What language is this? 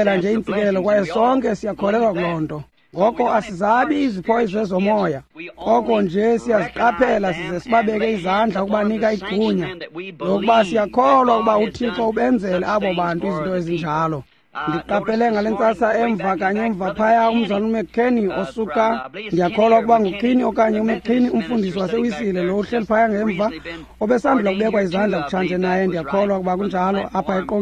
Xhosa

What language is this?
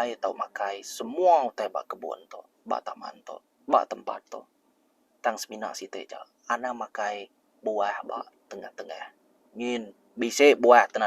Iban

